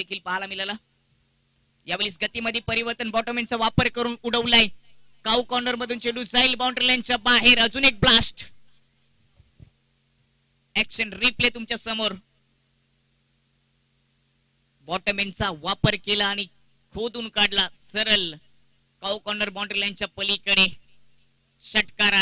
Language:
Marathi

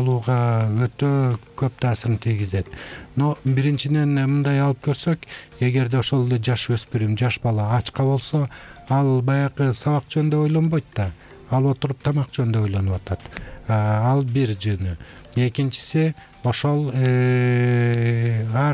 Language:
Kyrgyz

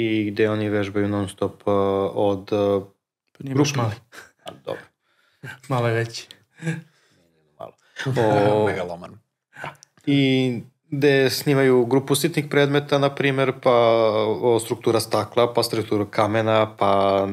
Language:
Serbian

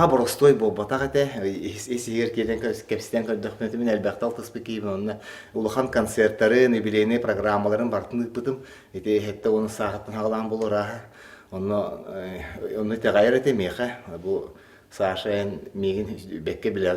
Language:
Yakut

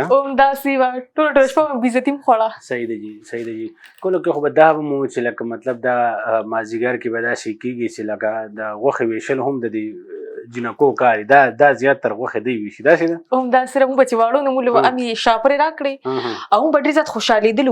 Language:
Pashto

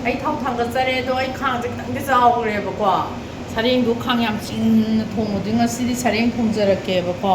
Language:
Manipuri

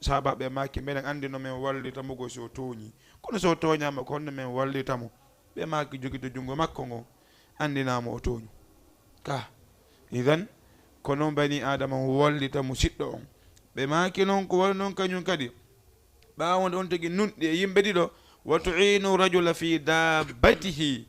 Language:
Fula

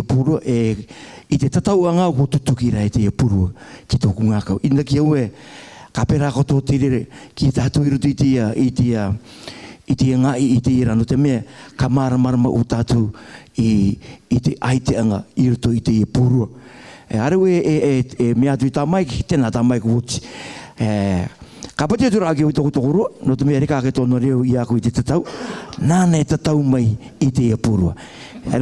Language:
Rarotongan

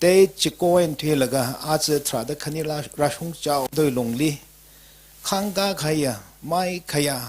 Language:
Tangkhul Naga (India)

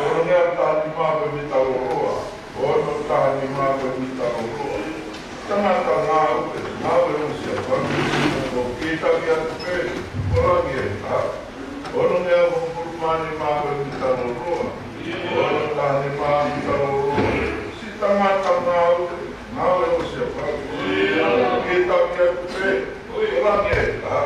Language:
Tongan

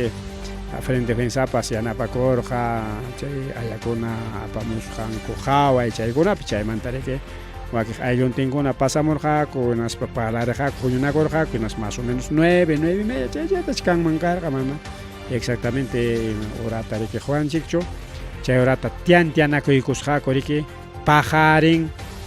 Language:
Ayacucho Quechua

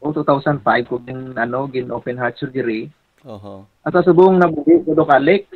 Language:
Hiligaynon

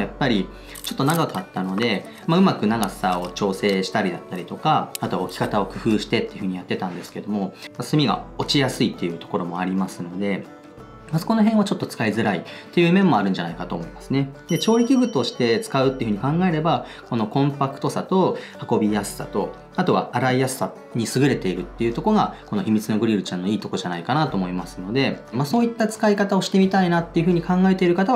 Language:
Japanese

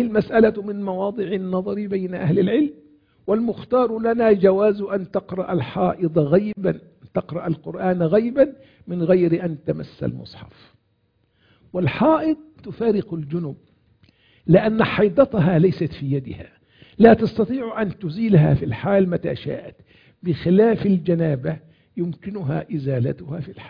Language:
Arabic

